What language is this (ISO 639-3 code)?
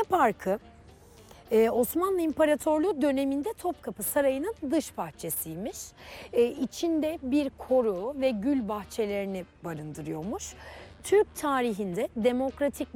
tur